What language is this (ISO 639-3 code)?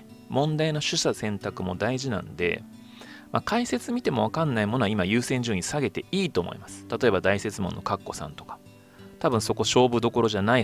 jpn